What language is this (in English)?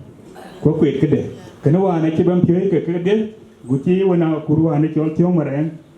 Dinka